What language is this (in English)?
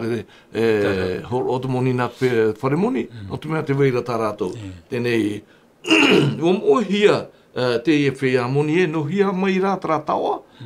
Tahitian